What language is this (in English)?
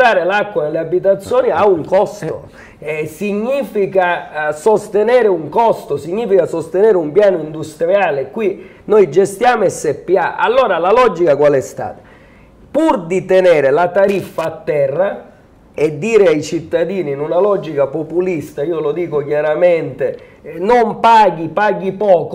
Italian